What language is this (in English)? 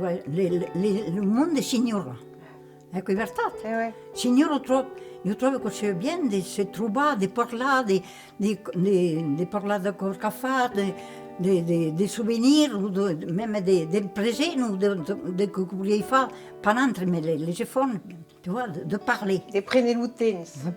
Occitan